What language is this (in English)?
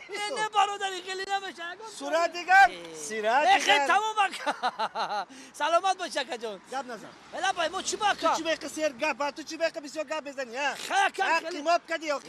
Tajik